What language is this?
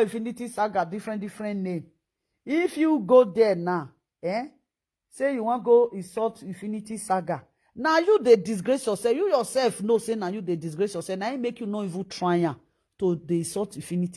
Nigerian Pidgin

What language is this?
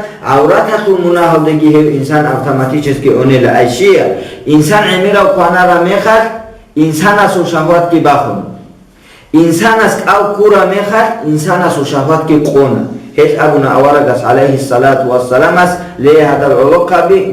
Avaric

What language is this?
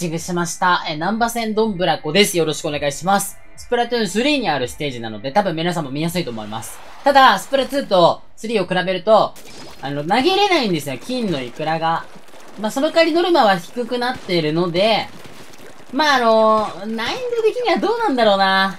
Japanese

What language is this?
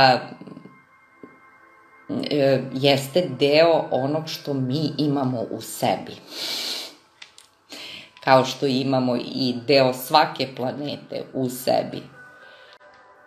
Serbian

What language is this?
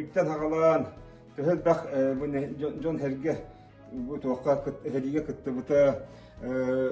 Yakut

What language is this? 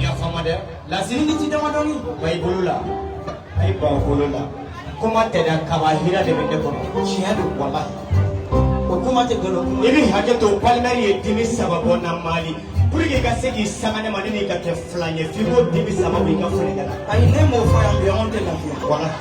Bambara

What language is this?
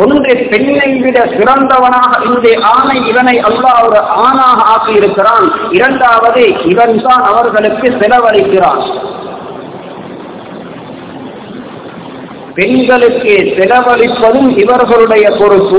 Tamil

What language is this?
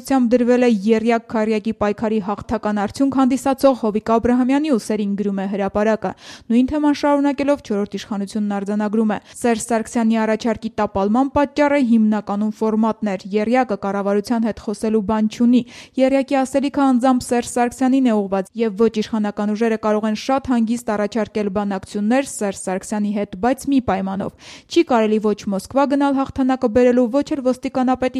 Armenian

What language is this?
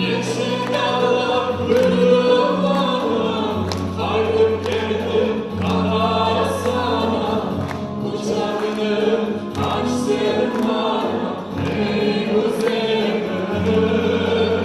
Crimean Tatar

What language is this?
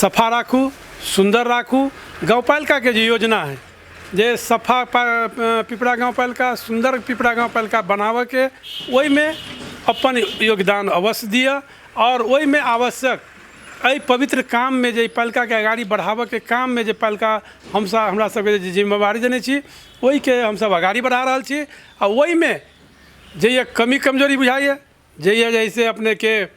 Maithili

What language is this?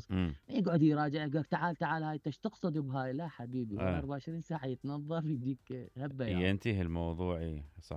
Mesopotamian Arabic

